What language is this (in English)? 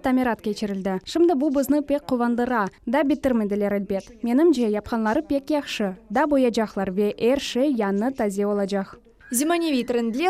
Crimean Tatar